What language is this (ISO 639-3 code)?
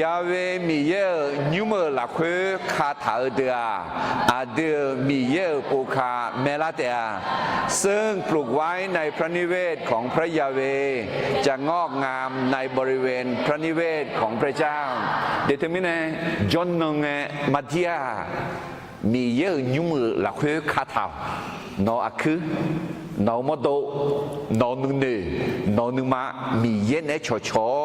ahk